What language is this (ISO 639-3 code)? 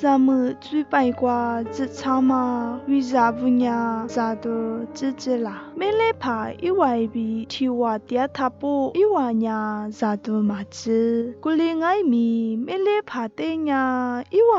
lis